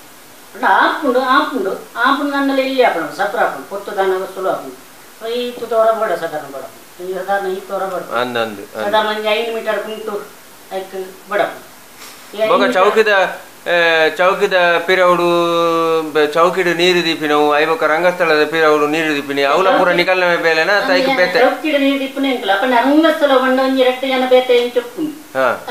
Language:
Tulu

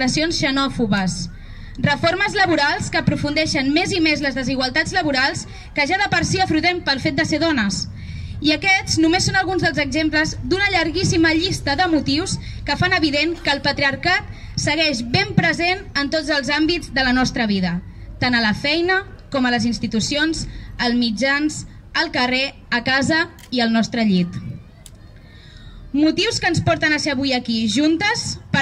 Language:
Catalan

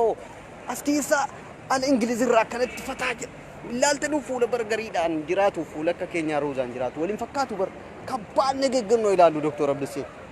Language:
Oromo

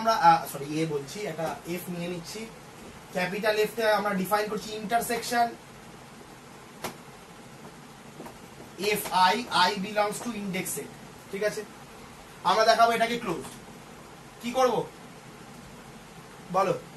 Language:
Bangla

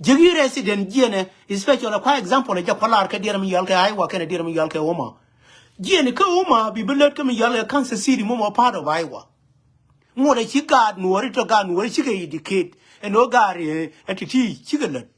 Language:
Nuer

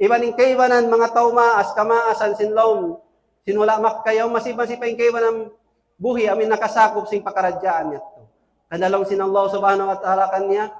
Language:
Tausug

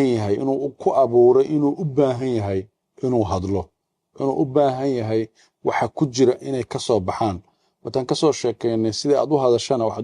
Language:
Somali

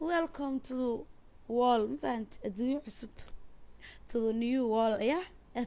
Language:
Somali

